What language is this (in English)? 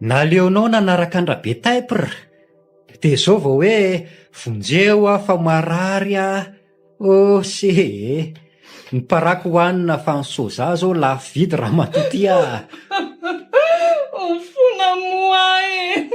Malagasy